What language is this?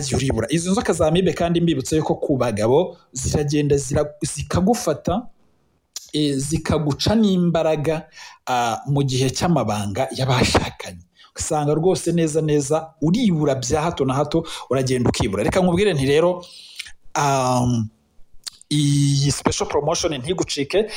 Kinyarwanda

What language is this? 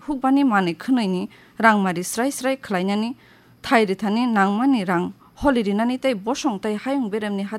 Kok Borok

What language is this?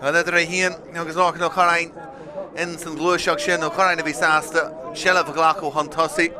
Irish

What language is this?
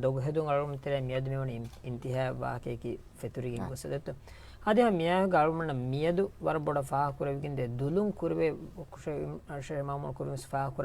Divehi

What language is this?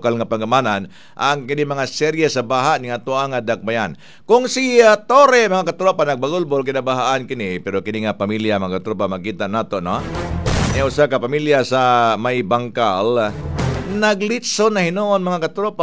Cebuano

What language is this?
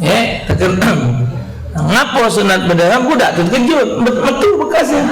Musi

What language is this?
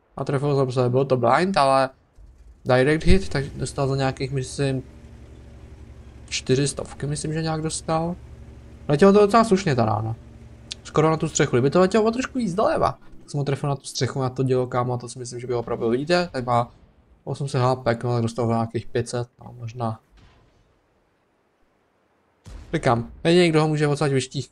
Czech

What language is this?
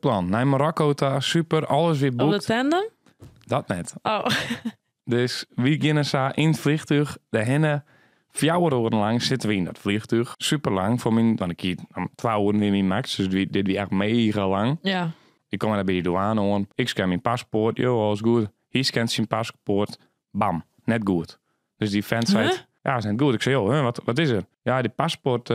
Western Frisian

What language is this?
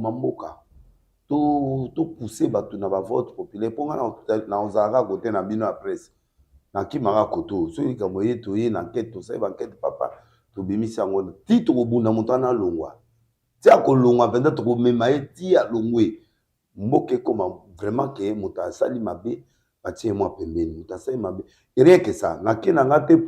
Lingala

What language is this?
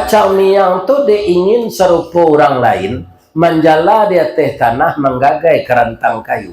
Minangkabau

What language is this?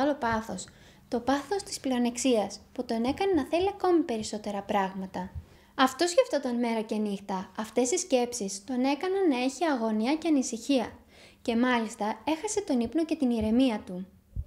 Greek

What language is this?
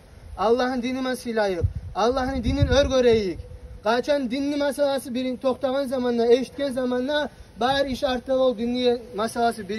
Kumyk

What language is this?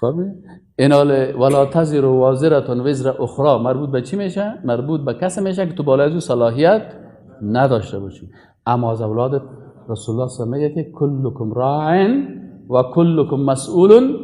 Persian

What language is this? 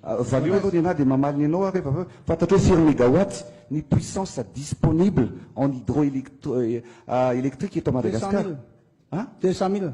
Malagasy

